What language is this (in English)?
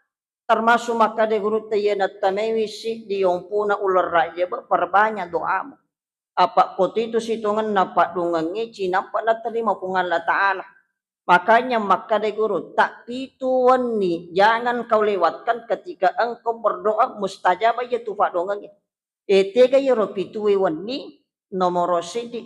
Buginese